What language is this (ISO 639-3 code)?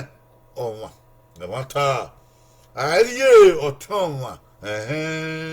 bin